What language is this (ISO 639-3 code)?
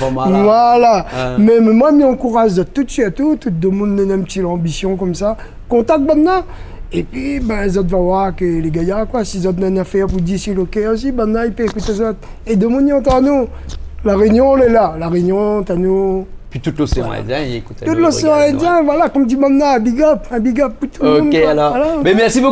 rcf